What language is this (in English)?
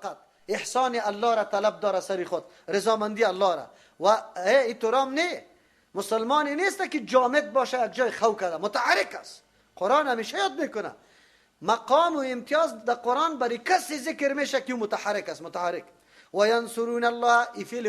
Persian